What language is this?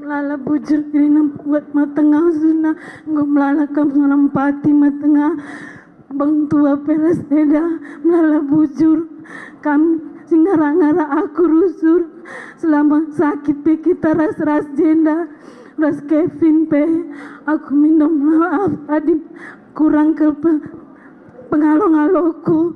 Batak Karo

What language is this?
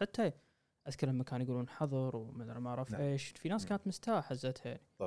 Gulf Arabic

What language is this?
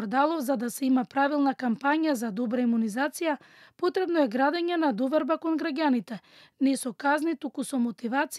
Macedonian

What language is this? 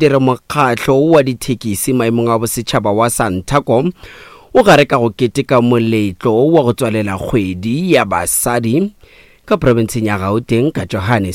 Northern Sotho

